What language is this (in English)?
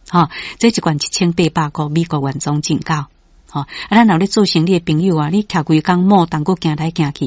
Min Nan Chinese